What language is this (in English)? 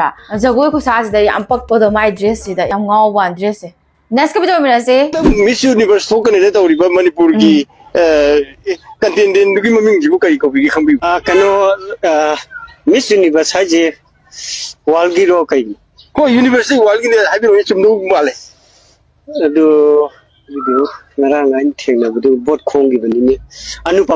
Manipuri